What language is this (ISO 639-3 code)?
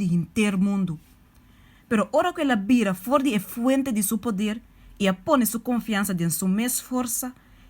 pap